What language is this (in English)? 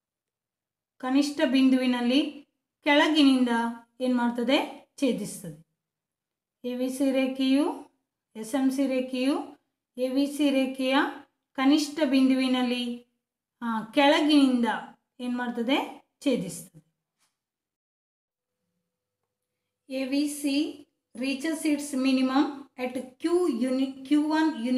Kannada